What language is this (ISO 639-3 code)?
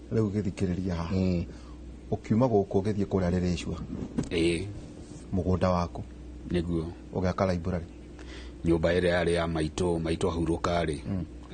kik